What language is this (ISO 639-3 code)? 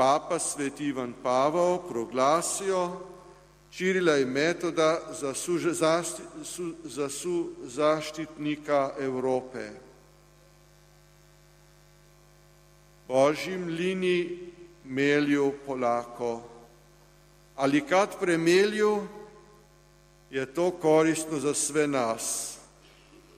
hrv